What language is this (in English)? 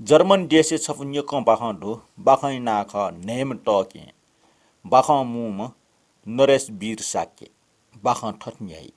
Newari